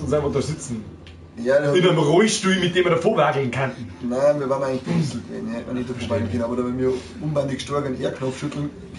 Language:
Bavarian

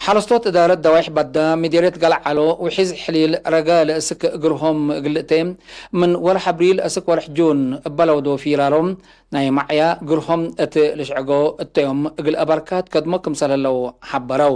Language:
Tigre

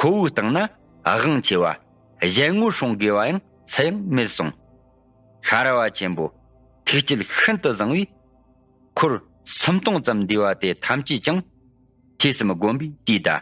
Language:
Tibetan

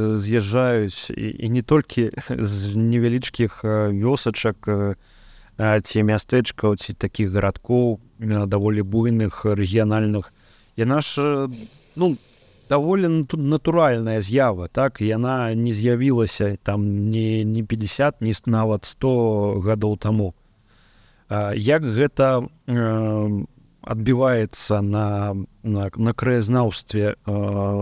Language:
Belarusian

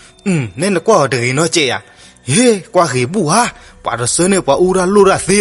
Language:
S'gaw Karen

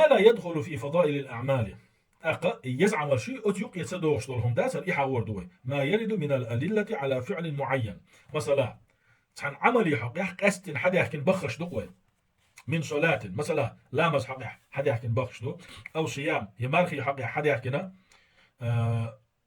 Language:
Chechen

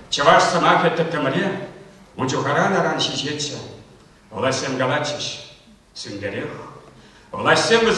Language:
Chuvash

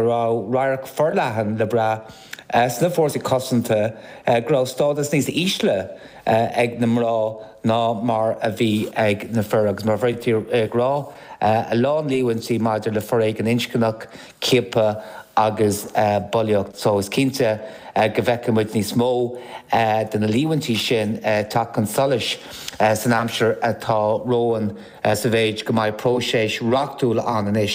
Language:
Irish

